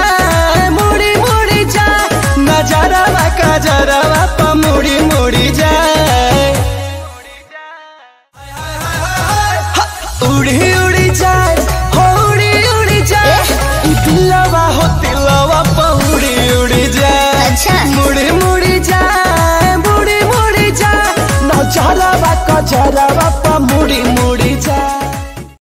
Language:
Bhojpuri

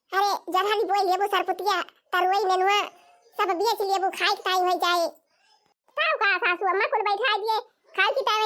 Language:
Awadhi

